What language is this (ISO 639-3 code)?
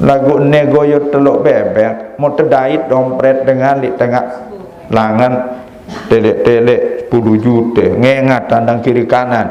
sas